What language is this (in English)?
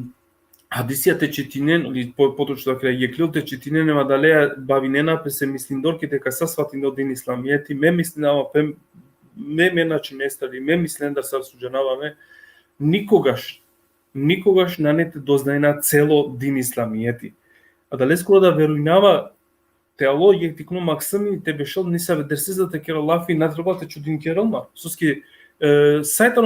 Balkan Romani